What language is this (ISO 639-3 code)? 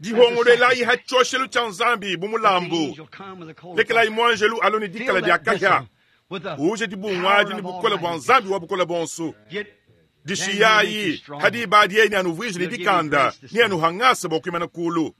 lua